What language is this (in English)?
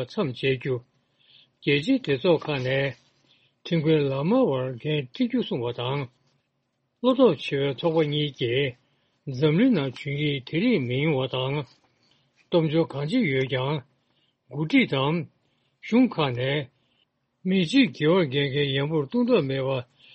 Tibetan